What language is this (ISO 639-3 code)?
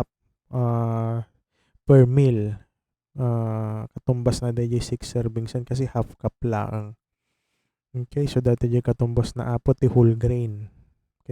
ilo